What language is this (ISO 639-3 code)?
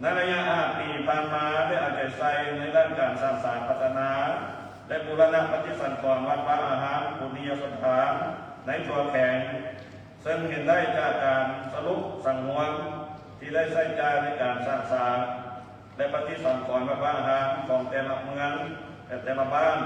lao